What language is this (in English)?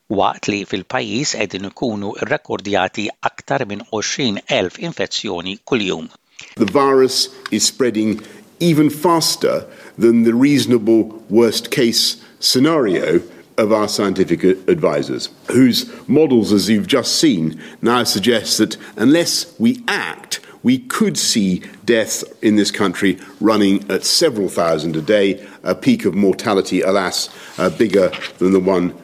Maltese